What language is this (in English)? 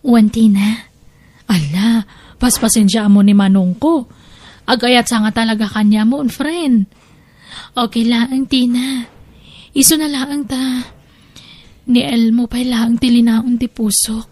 Iloko